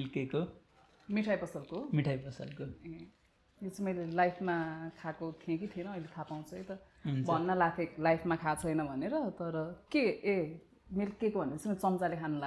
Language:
Nepali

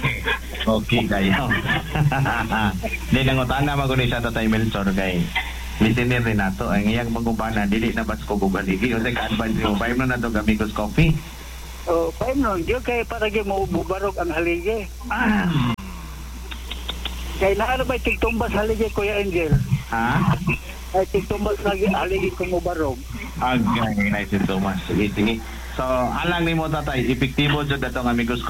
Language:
Cebuano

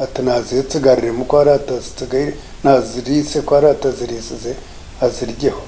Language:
Nyankole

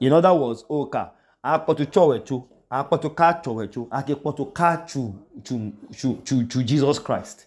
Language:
Idoma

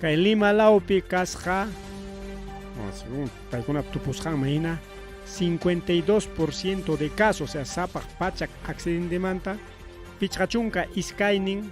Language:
Ayacucho Quechua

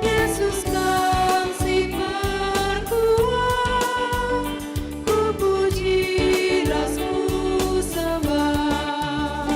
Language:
Batak Karo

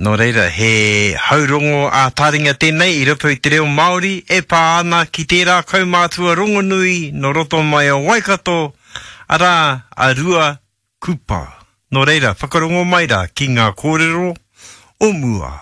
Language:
Māori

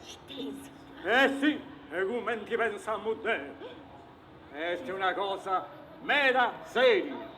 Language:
Sardinian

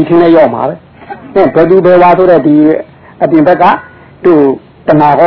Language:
Burmese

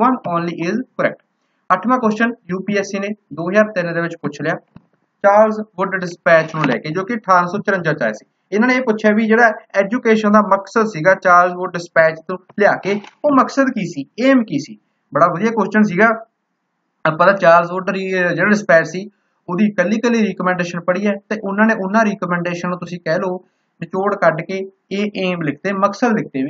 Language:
Punjabi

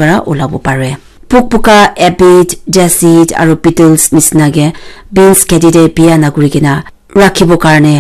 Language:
Naga Pidgin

